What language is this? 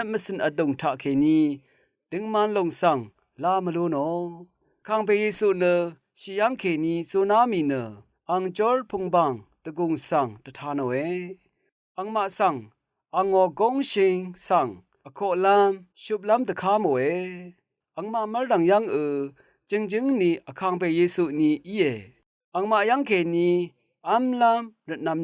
Rawang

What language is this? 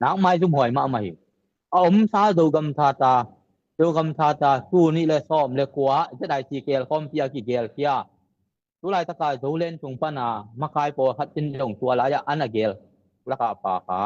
Tedim Chin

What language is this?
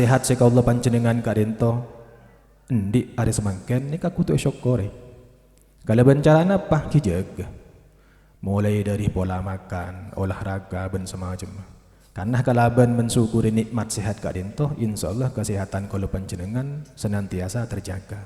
Madurese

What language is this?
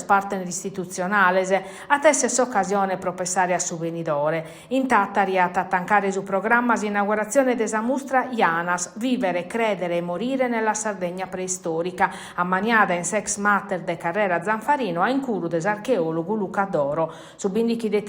Sardinian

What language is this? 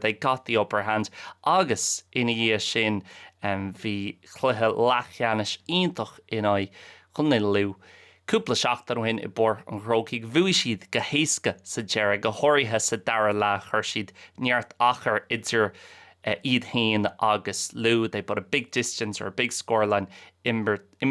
Irish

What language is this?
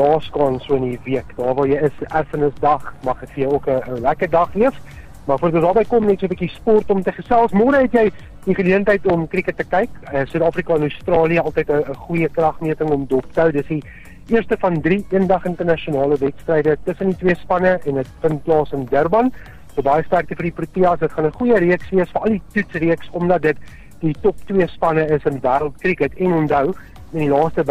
Afrikaans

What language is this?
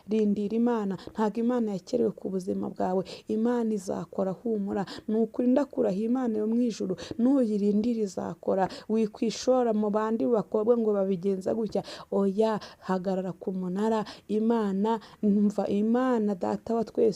Kinyarwanda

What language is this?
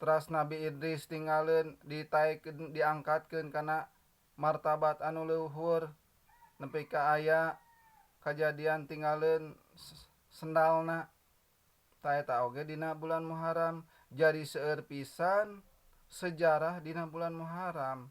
Sundanese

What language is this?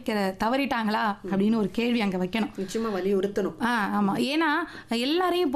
Tamil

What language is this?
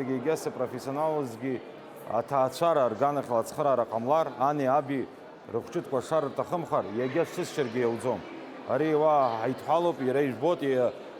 Abkhazian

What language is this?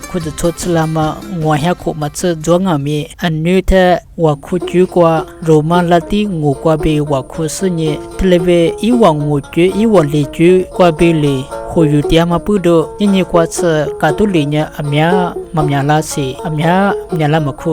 Lisu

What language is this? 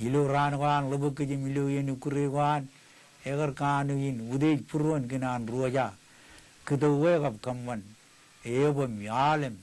Marshallese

